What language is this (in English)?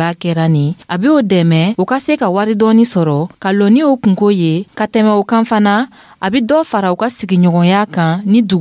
Dyula